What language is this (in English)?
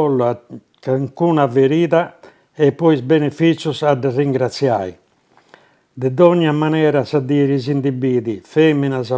Sardinian